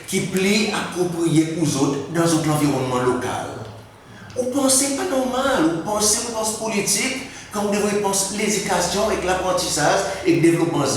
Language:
Seselwa Creole French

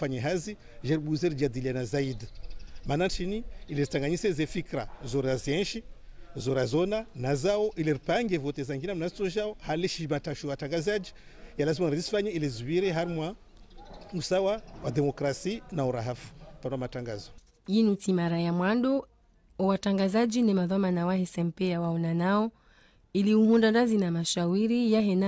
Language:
Ngazidja Comorian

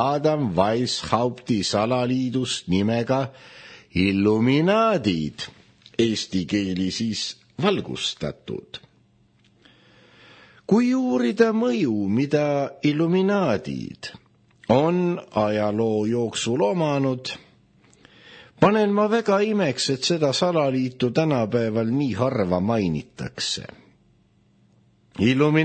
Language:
Estonian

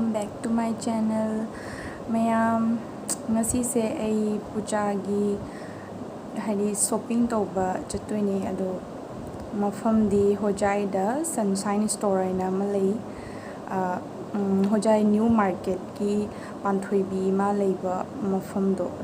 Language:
Manipuri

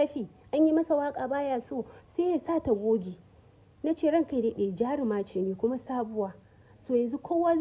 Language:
Hausa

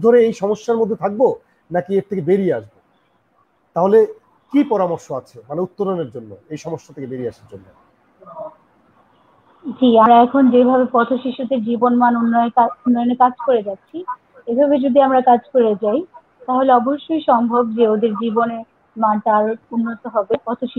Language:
Bangla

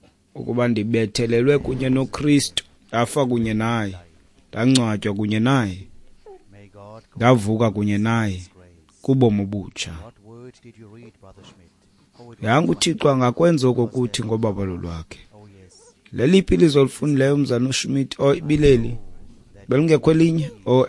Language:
Xhosa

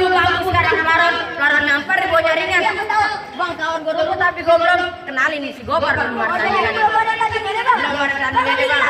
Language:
Betawi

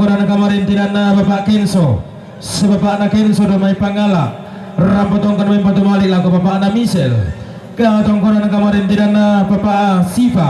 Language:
Toraja-Sa'dan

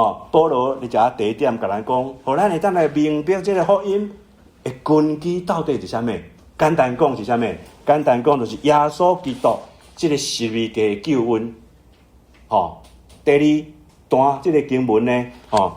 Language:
Min Nan Chinese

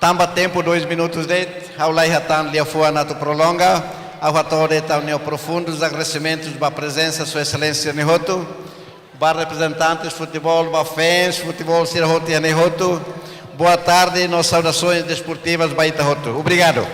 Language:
Tetum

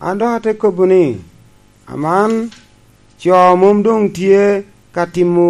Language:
Lango (Uganda)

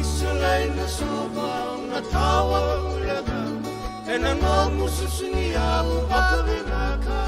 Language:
Fijian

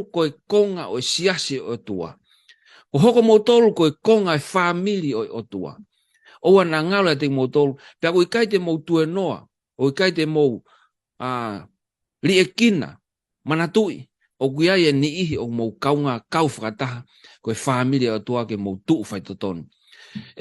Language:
Tongan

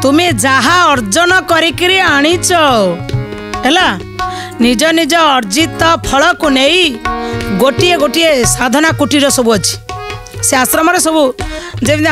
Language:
Odia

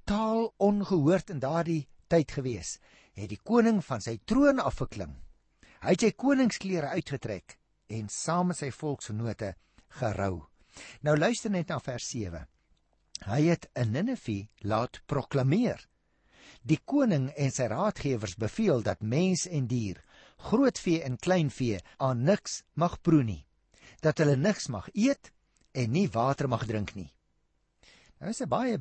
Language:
Afrikaans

